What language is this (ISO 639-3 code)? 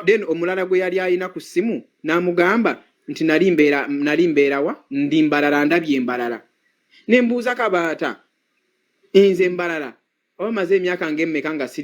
lug